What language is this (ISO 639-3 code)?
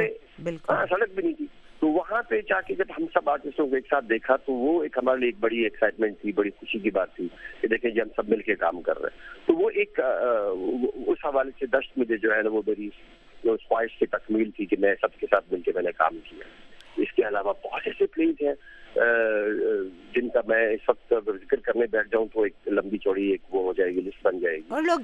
urd